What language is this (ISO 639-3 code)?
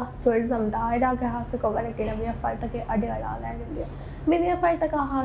div